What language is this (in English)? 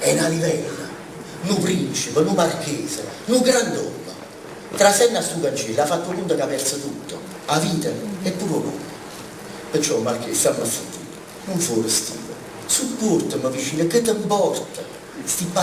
Neapolitan